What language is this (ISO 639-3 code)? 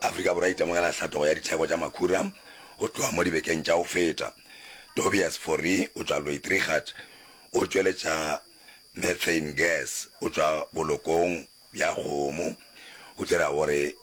nso